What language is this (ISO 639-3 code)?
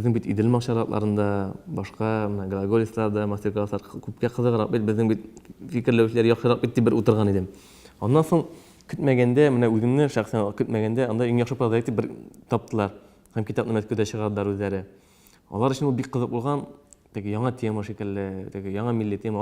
tat